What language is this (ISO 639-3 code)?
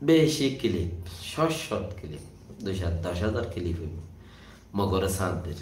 rhg